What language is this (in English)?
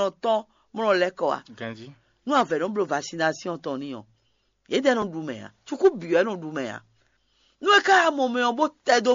Fon